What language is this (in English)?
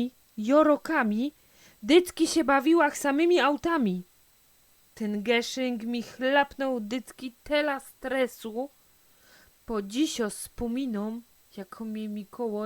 Silesian